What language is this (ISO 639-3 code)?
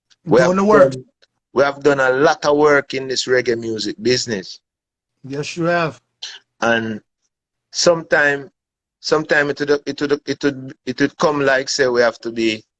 jam